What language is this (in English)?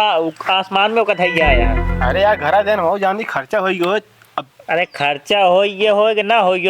Awadhi